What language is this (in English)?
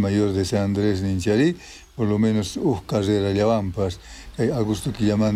South Bolivian Quechua